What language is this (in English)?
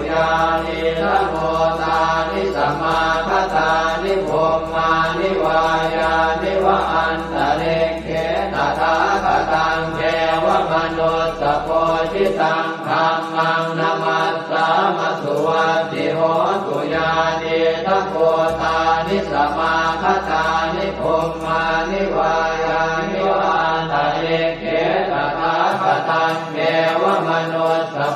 Pali